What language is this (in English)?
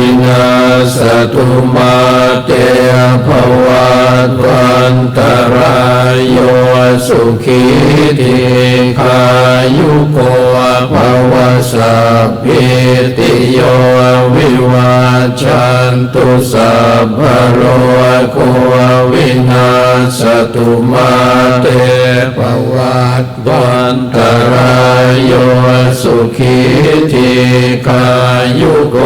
Pali